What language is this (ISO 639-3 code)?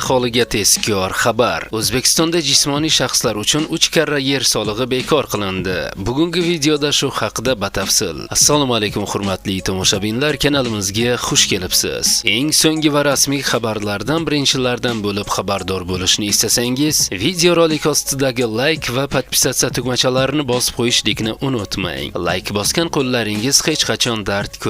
uzb